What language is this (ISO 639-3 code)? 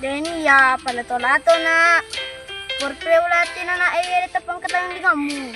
bug